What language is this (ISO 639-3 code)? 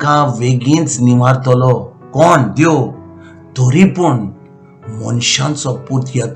kok